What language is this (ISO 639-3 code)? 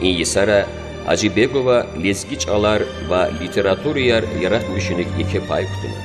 lez